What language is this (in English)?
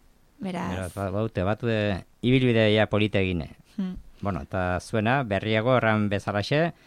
Basque